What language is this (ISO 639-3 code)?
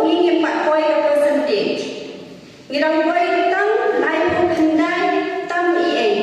kha